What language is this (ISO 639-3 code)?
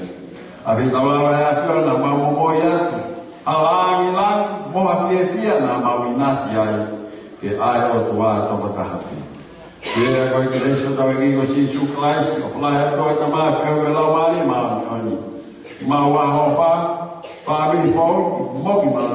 ton